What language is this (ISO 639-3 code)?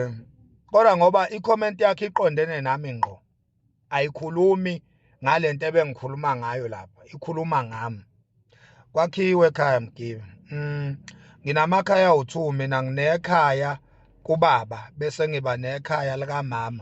zul